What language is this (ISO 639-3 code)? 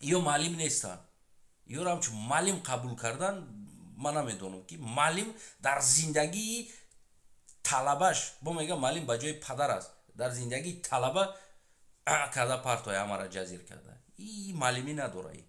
tgk